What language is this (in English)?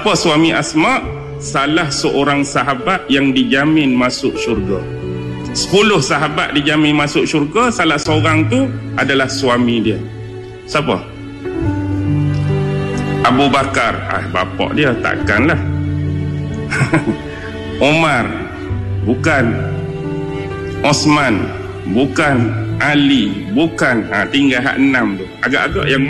Malay